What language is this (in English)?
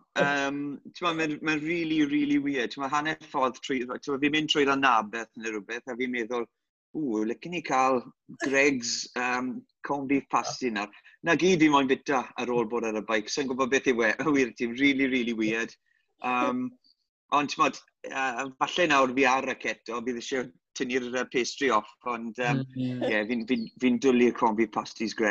Welsh